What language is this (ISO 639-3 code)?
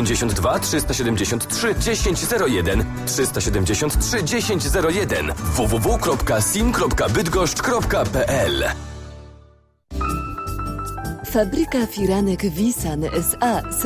pol